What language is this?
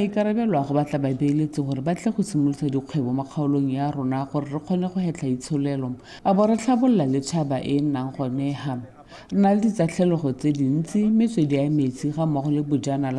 Tswana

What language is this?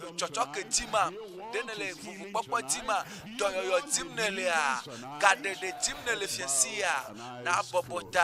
Ewe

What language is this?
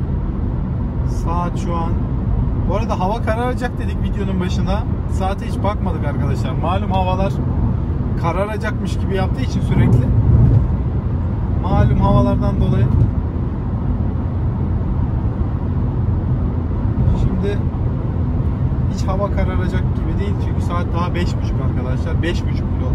Turkish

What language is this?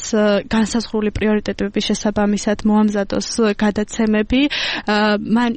Georgian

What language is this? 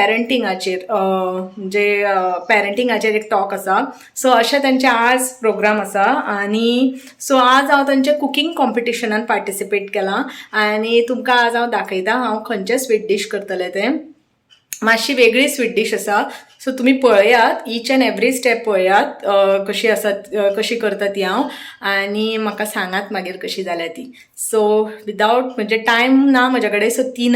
Konkani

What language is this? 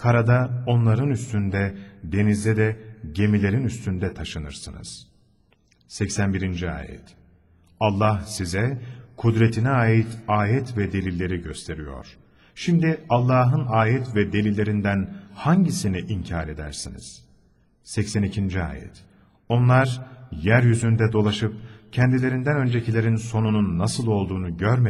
Turkish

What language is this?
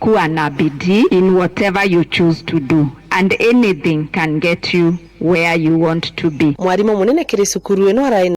Meru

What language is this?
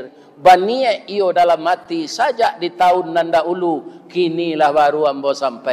Minangkabau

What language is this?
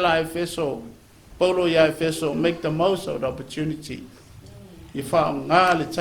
Samoan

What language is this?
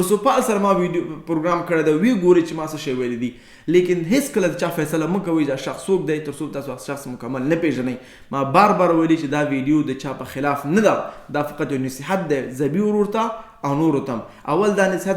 Pashto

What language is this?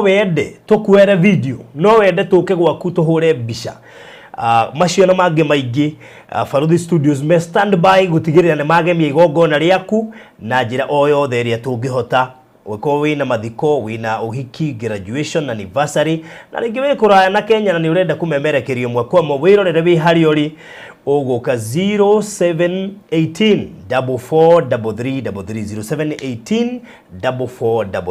Kikuyu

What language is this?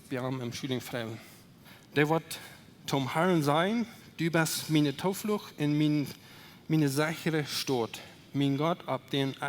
Plautdietsch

